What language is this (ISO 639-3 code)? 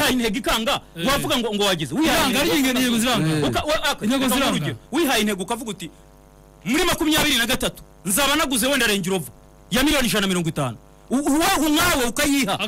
kin